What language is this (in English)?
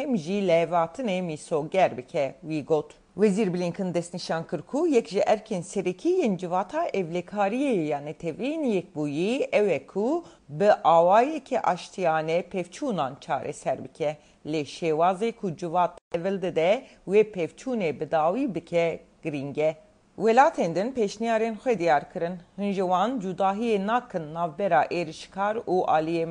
Kurdish